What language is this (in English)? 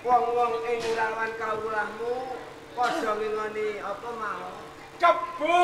Javanese